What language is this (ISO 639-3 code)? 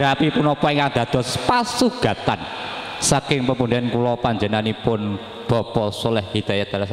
jav